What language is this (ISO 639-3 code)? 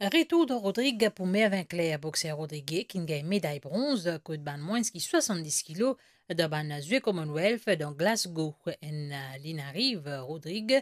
mfe